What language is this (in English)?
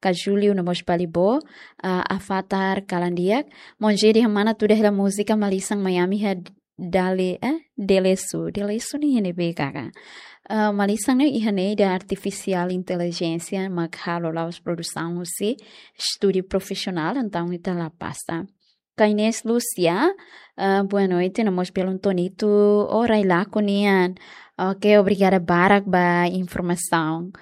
Tetum